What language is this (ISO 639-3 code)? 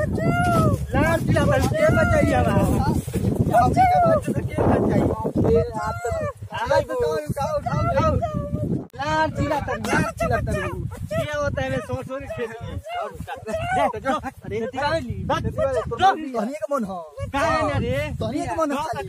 bho